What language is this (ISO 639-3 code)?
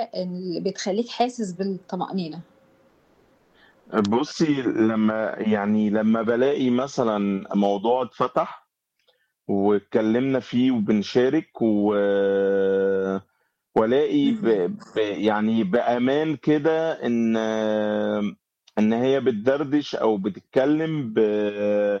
arz